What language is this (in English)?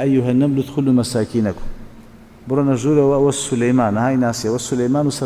Central Kurdish